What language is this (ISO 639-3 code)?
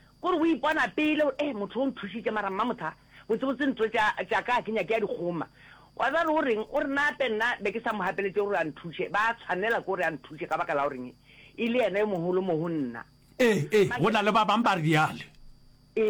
nso